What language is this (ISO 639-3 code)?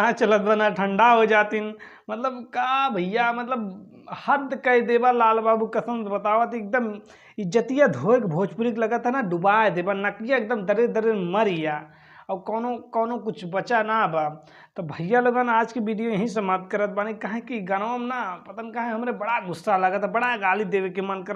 bho